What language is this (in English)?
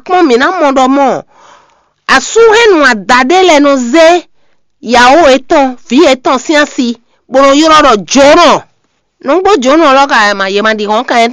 Fon